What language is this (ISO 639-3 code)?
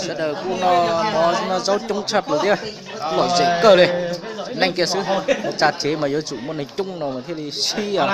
hmn